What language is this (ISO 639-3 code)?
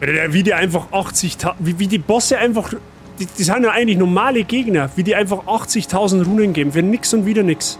bar